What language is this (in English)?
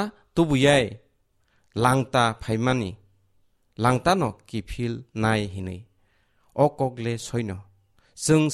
Kok Borok